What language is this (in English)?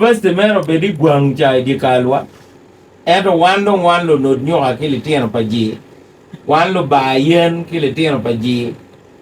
Acoli